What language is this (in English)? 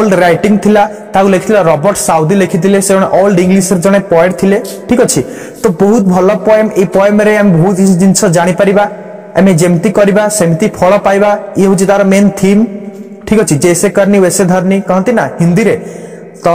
Odia